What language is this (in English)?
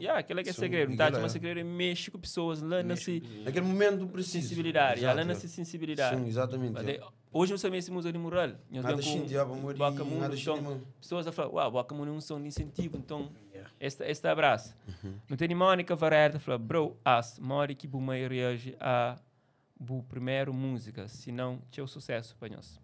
Kabuverdianu